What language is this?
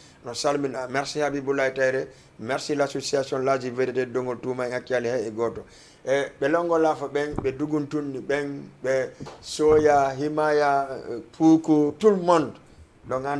Fula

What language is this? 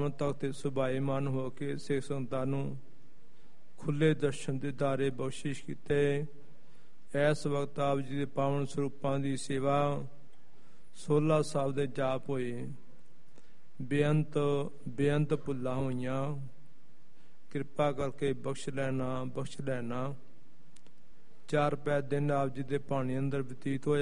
Punjabi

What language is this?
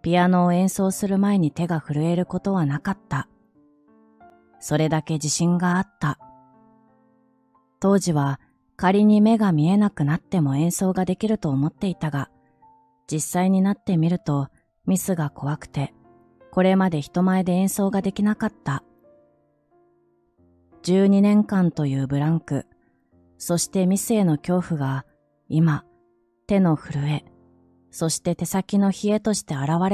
Japanese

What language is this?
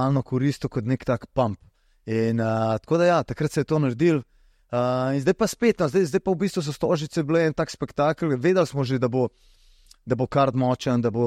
Slovenian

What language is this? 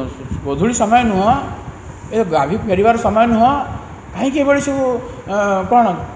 Odia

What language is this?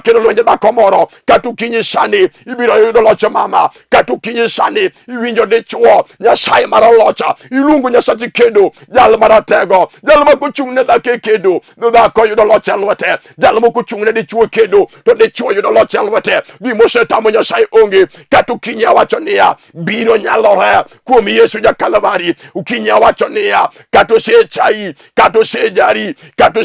Luo (Kenya and Tanzania)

